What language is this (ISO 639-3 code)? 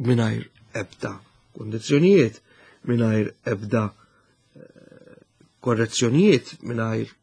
mlt